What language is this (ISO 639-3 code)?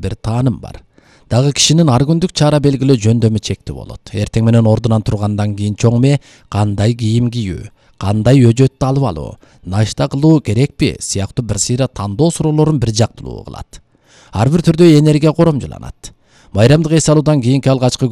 kir